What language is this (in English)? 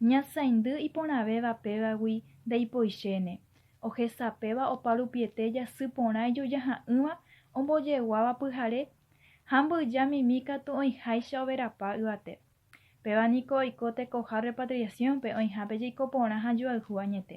Guarani